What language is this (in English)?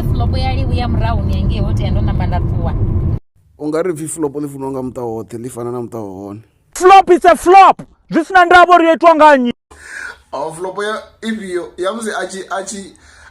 Venda